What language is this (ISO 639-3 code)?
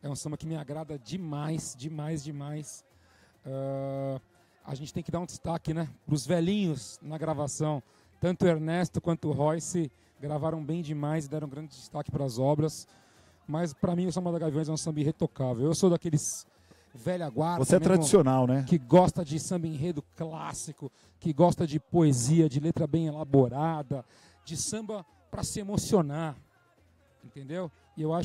por